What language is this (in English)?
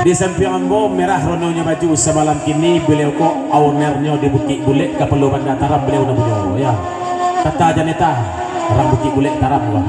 Minangkabau